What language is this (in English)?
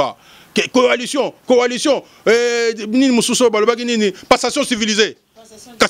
Lingala